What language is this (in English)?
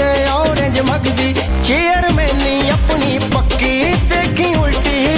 Punjabi